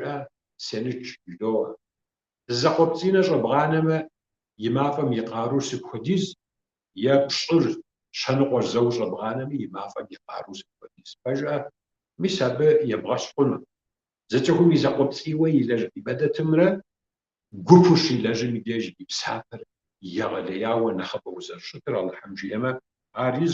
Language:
Kabardian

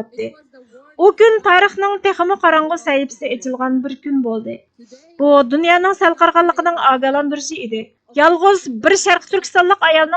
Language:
Uyghur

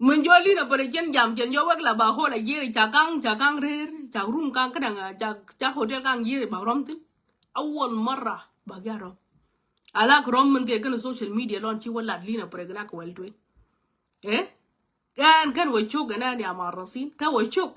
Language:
Nuer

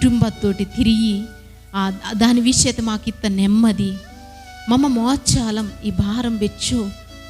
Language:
Koya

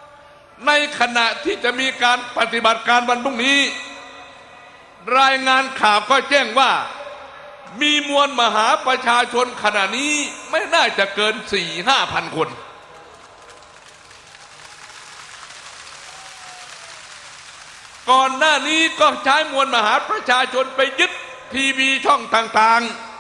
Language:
Thai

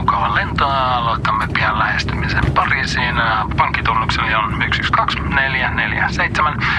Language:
Finnish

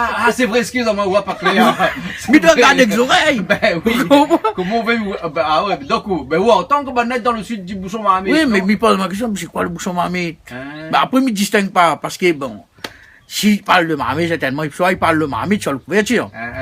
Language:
Réunion Creole French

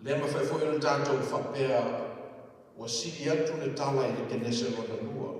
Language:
Samoan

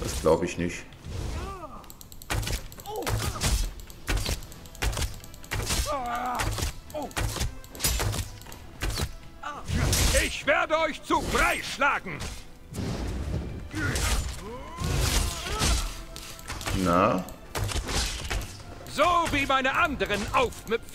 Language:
German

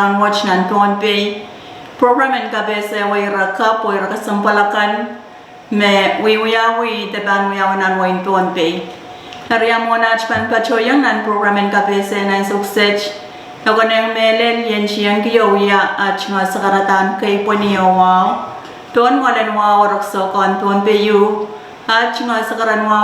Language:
Pohnpeian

